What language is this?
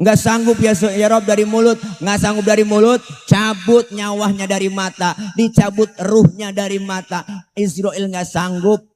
Betawi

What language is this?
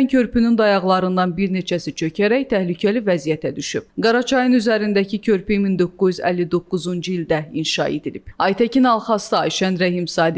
Azerbaijani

